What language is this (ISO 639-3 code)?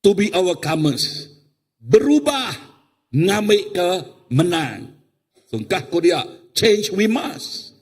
iba